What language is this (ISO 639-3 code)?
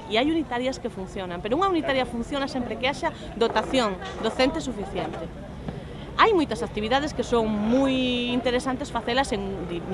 glg